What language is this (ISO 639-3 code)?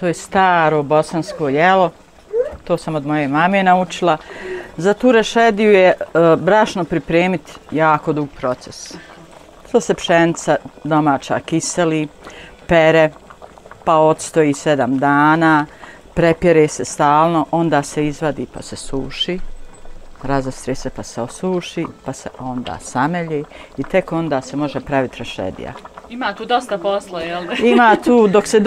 bos